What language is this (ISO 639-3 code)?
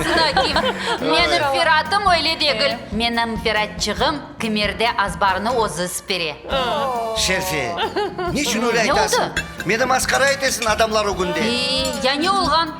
crh